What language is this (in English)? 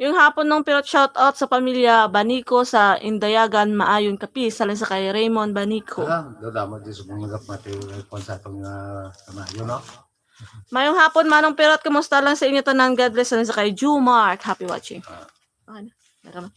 Hiligaynon